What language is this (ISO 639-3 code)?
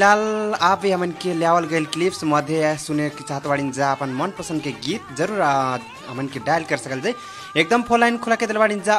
bho